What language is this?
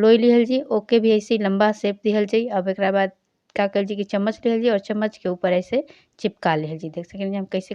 Bhojpuri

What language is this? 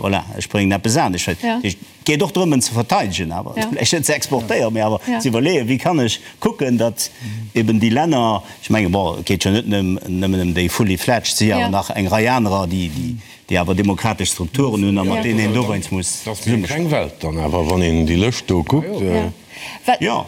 Luxembourgish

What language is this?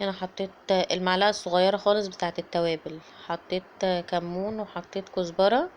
Egyptian Arabic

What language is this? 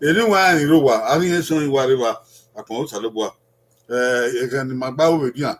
Bini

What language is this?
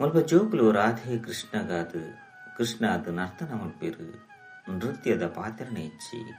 Tulu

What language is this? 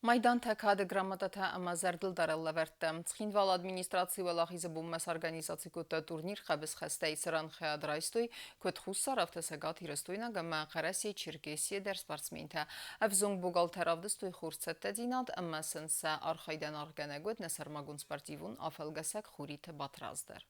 Ossetic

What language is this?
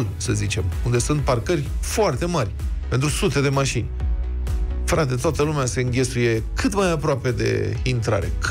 Romanian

